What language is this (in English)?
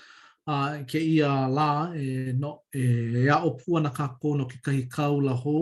Hawaiian